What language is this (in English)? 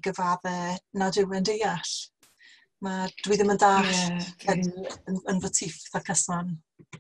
Welsh